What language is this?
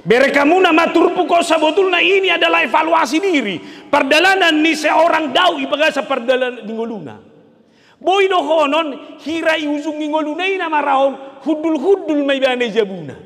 Batak Toba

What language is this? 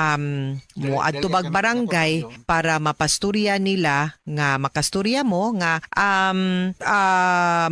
Cebuano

